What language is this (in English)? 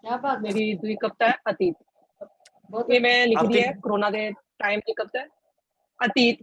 Dogri